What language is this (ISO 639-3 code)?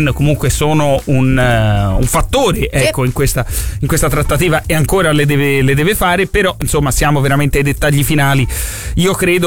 ita